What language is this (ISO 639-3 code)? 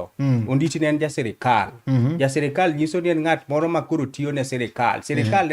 luo